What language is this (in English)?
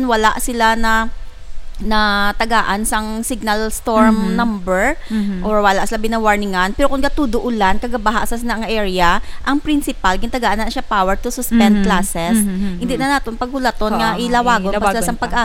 Hiligaynon